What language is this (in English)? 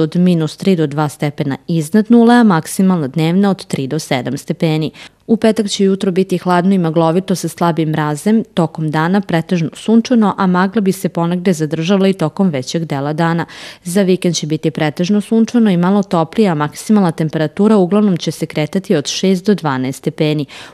Serbian